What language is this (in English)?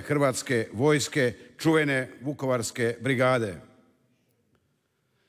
Croatian